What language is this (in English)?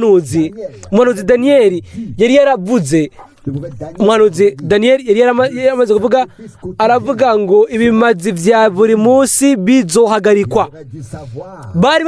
Rundi